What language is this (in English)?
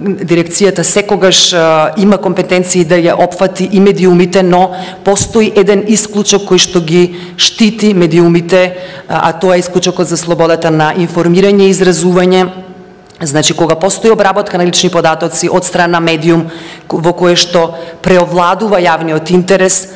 Macedonian